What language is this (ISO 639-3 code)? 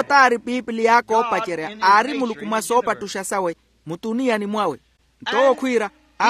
vmw